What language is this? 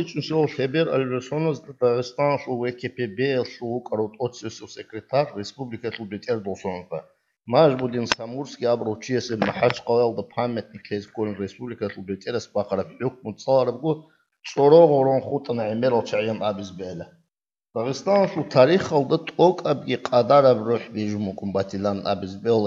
Avaric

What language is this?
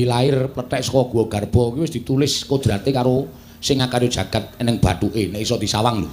Javanese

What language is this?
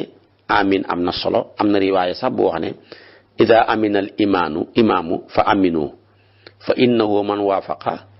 Wolof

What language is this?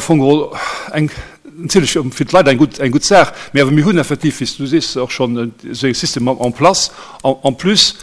Luxembourgish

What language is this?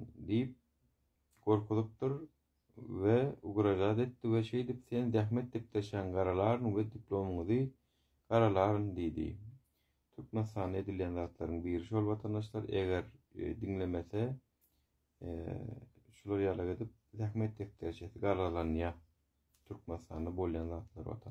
Turkmen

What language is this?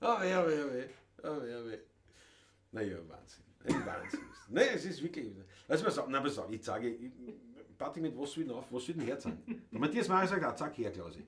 Bavarian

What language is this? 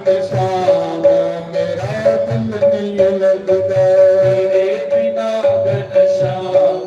Dogri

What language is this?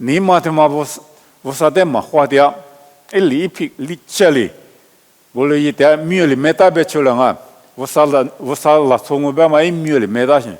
Lisu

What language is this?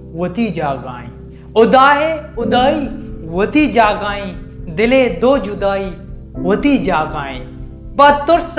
Baluchi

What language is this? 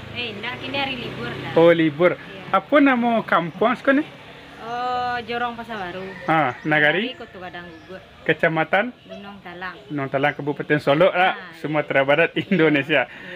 Minangkabau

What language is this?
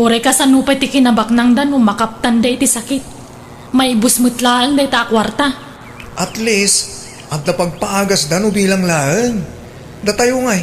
Iloko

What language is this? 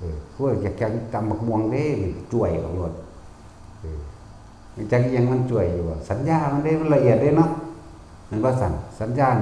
Northeastern Thai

